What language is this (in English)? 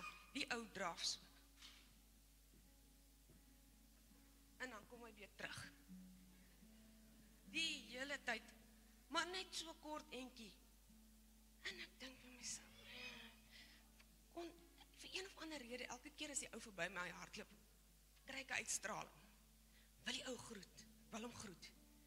Afrikaans